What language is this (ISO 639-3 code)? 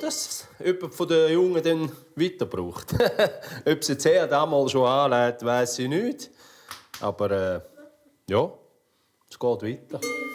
gsw